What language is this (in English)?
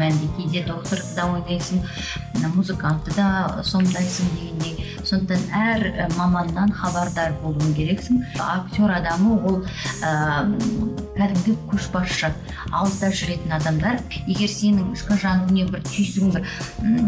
Kazakh